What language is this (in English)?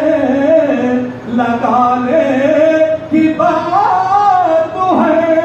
Urdu